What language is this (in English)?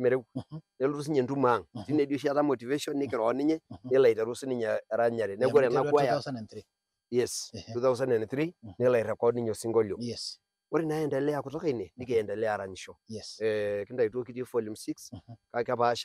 Masai